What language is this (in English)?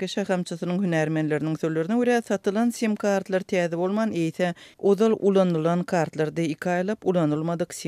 Turkmen